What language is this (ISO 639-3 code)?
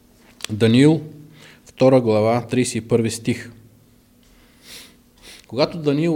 bul